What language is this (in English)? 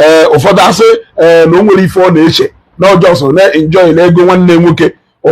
Igbo